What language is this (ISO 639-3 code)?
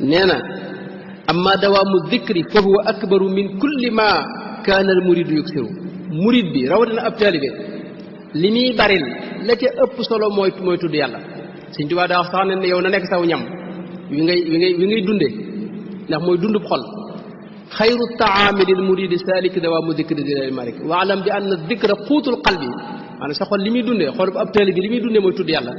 wol